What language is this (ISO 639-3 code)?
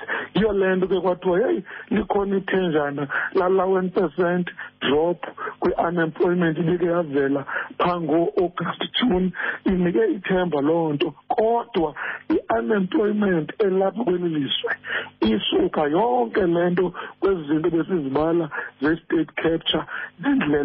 xho